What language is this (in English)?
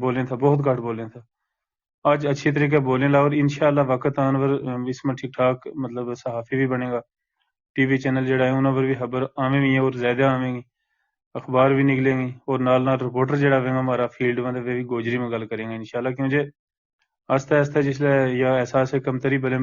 Gujari